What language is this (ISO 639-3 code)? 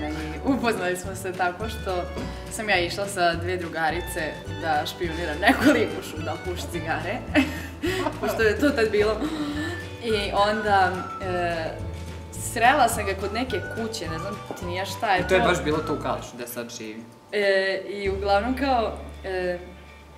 srp